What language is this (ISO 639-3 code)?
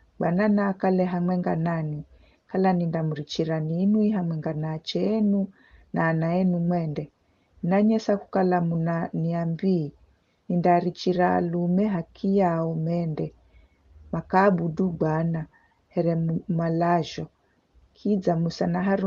nyf